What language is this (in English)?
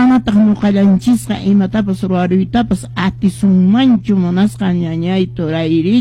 Quechua